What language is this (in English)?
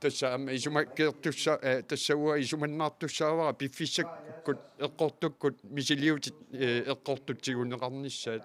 Kalaallisut